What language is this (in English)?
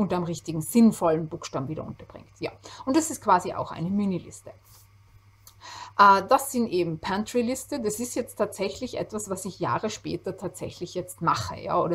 German